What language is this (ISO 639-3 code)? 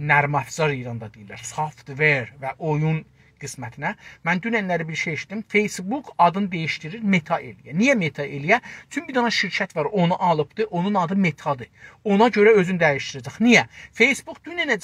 azb